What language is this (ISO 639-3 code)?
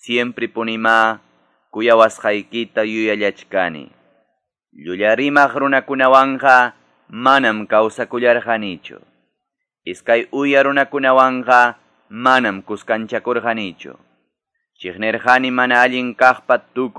que